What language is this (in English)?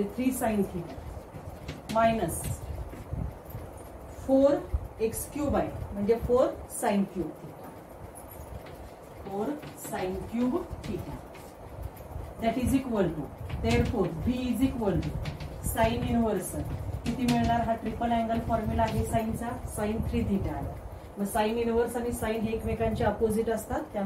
Marathi